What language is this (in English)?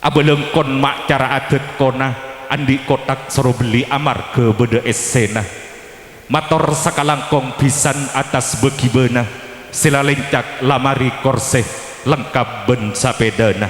Madurese